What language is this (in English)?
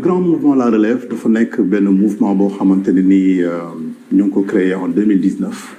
Wolof